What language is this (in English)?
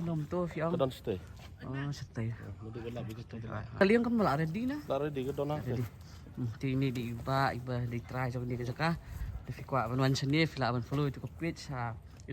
Khasi